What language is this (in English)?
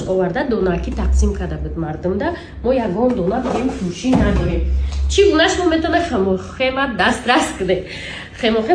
Tajik